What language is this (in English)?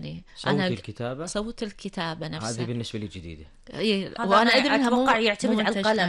Gulf Arabic